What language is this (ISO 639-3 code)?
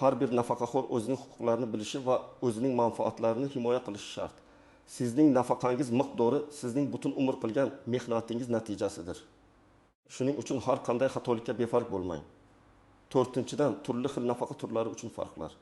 uzb